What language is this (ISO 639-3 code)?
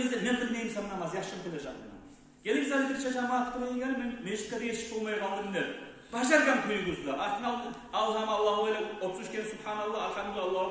kum